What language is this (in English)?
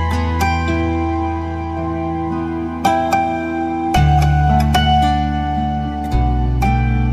Hungarian